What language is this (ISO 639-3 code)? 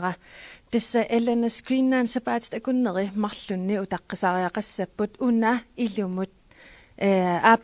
kal